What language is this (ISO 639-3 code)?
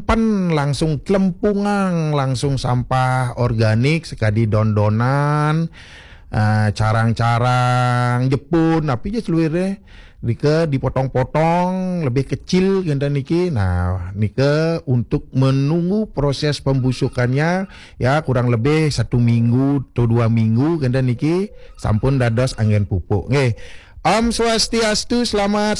ban